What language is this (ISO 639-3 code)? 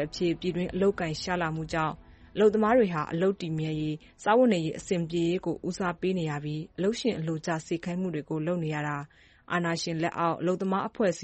mya